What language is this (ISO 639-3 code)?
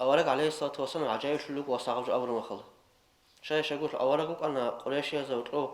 ava